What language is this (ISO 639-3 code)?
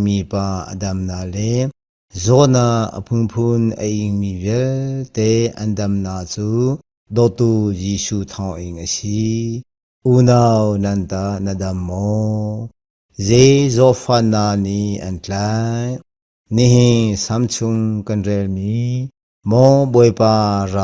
cnh